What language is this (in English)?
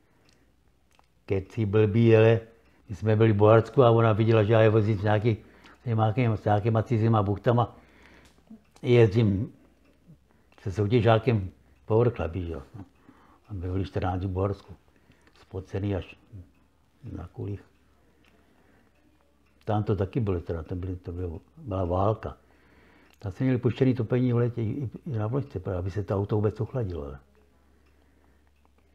Czech